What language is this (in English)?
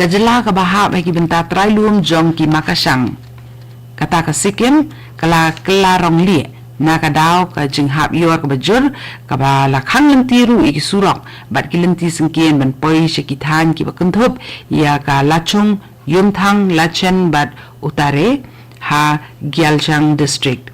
Khasi